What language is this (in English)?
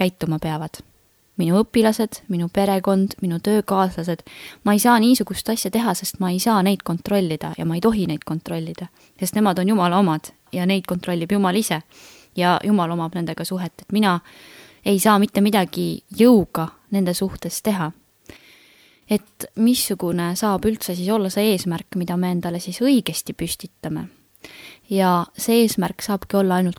Estonian